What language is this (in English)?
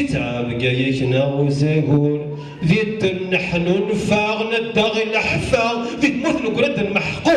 Kabyle